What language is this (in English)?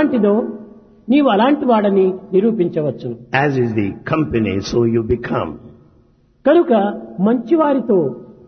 Telugu